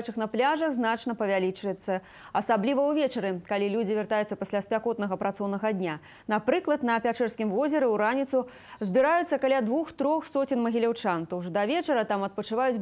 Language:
Belarusian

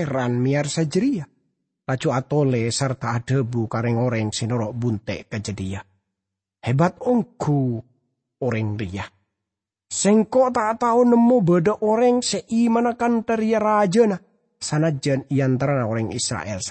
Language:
Madurese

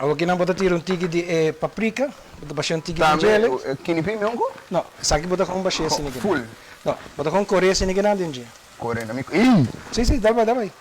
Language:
Papiamento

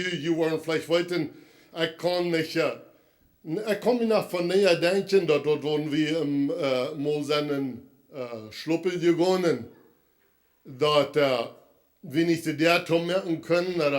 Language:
Plautdietsch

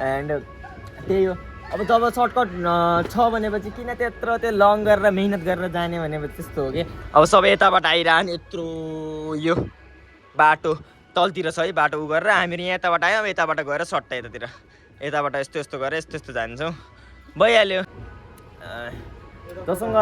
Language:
Nepali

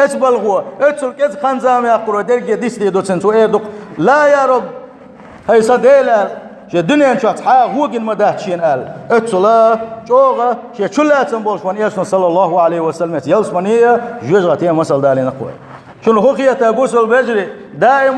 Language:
Chechen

